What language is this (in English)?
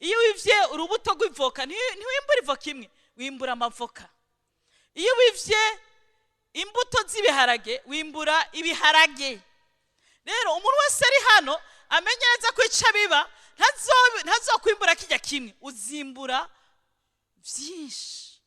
Rundi